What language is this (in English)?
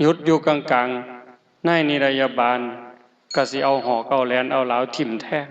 Northeastern Thai